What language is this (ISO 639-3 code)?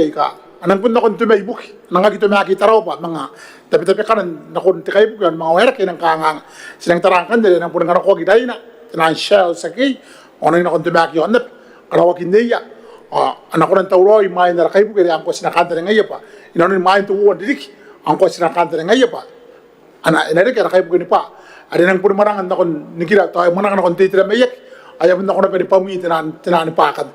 gil